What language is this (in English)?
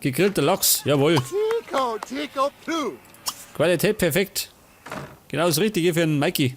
Bavarian